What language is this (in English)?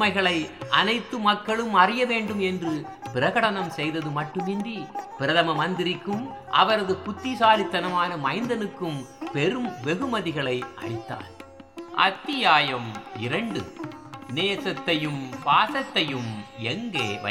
Tamil